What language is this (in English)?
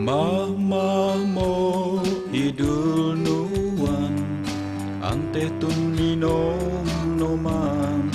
Tuwali Ifugao